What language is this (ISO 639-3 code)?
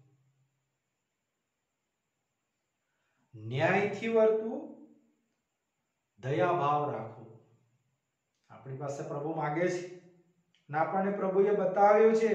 guj